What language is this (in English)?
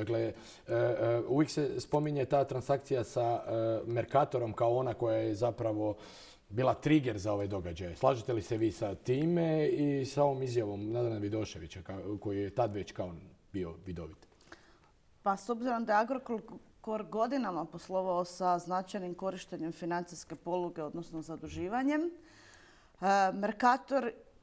Croatian